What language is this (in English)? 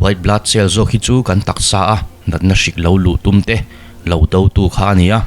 Mizo